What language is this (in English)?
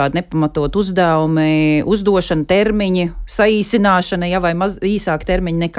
Latvian